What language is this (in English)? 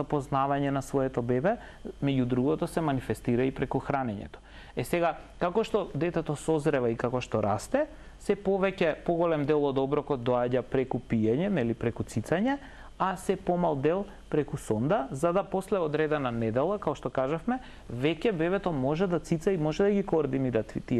Macedonian